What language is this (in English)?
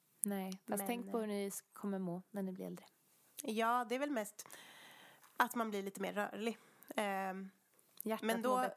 Swedish